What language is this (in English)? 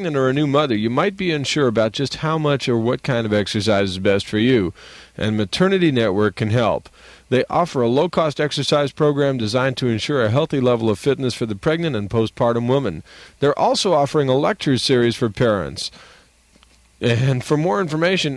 English